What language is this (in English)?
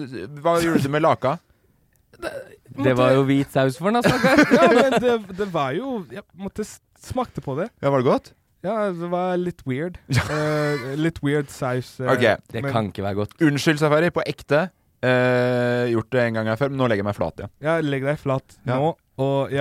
Norwegian